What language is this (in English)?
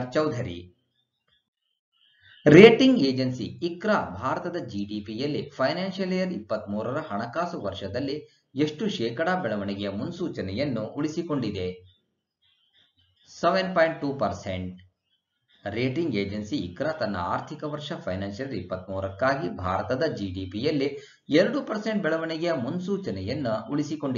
Kannada